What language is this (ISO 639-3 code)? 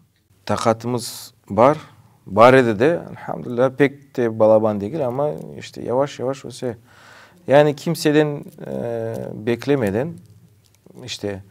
crh